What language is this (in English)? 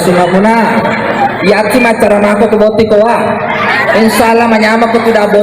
Buginese